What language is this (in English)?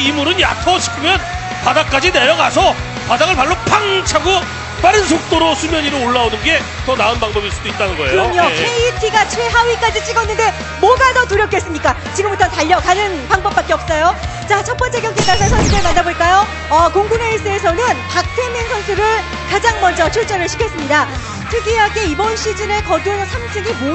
Korean